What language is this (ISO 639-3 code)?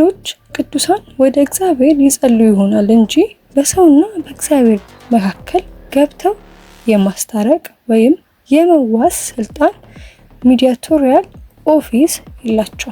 amh